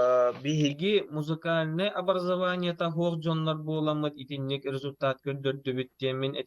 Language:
Yakut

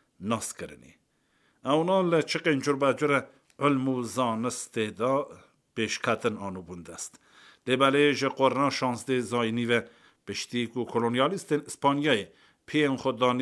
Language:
Kurdish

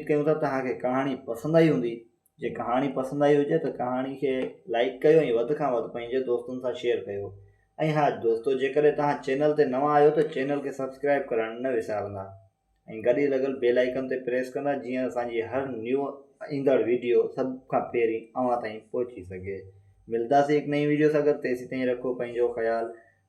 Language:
Sindhi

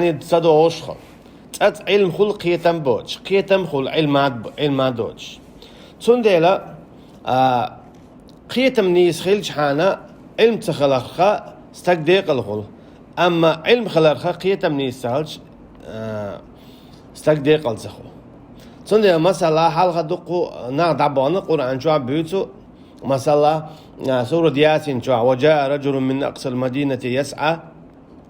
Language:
Chechen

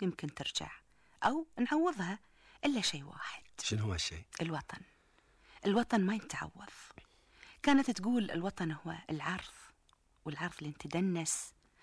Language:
Gulf Arabic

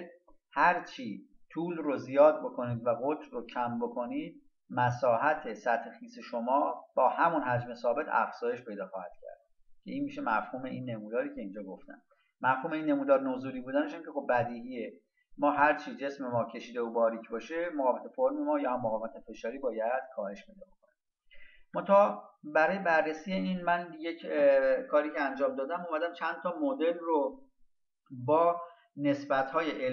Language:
Persian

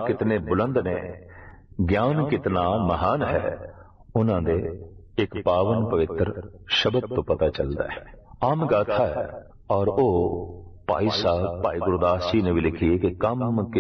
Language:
Punjabi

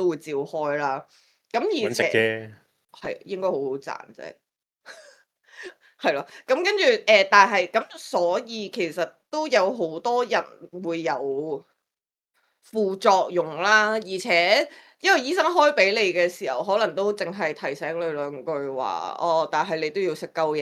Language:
Cantonese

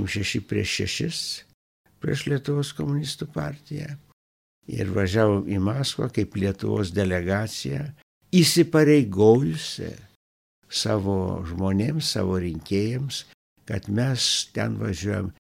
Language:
Lithuanian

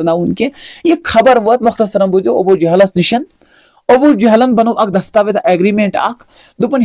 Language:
Kashmiri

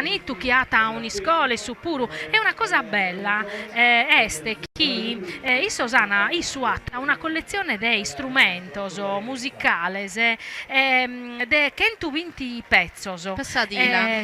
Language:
Sardinian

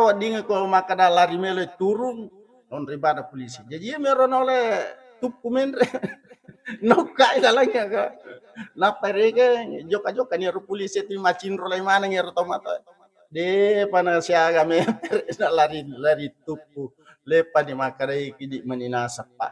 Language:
Buginese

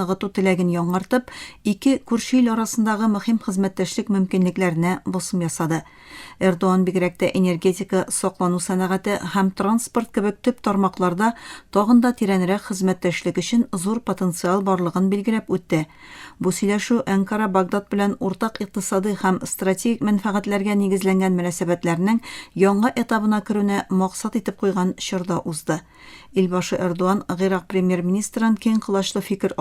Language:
Tatar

